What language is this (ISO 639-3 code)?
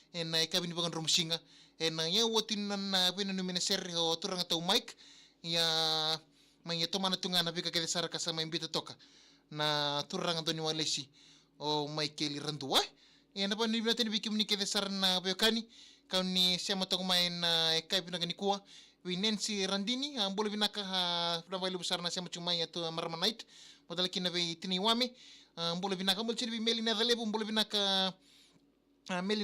fij